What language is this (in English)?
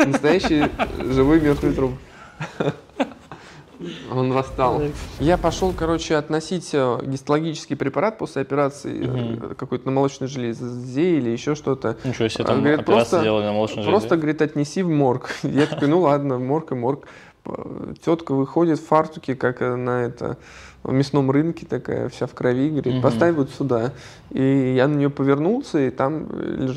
Russian